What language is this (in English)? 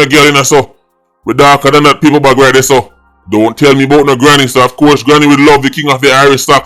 Jamaican Creole English